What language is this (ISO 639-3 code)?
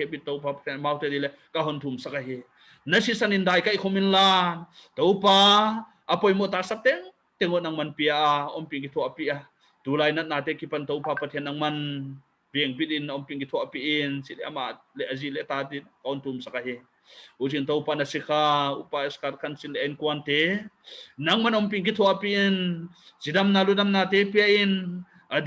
pck